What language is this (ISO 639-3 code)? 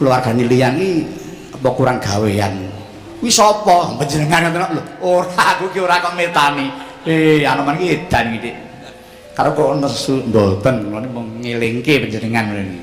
jav